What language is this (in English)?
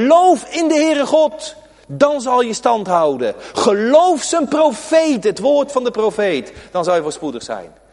Dutch